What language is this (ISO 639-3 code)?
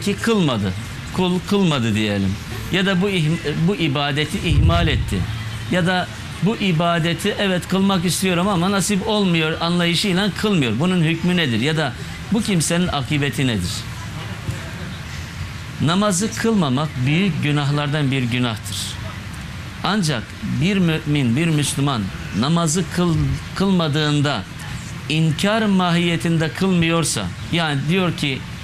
tur